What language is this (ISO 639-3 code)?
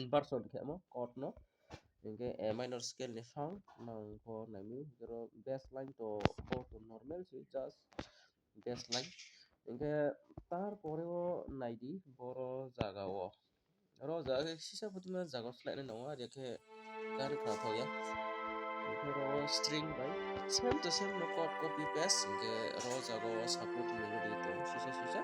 trp